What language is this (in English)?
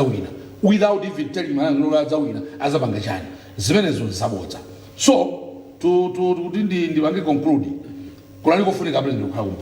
Nyanja